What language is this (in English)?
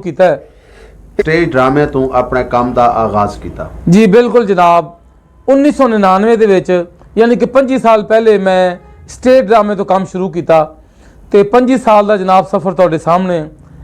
Western Panjabi